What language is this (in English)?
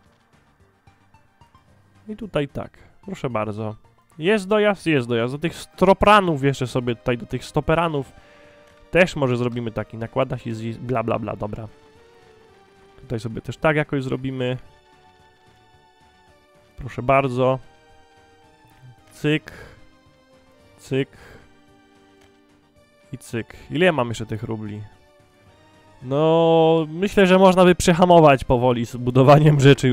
Polish